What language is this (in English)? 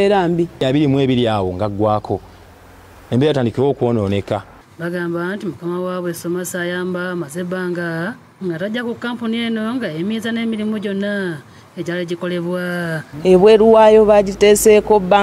Ganda